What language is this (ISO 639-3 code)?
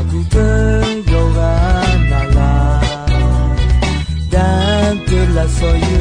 ahk